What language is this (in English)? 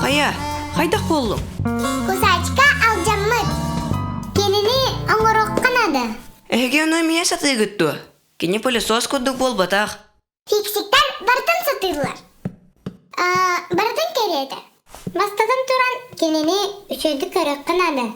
Yakut